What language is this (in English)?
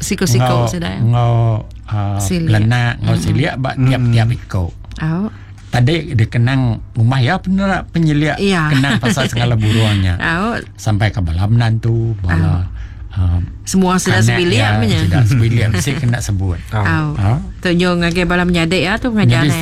Iban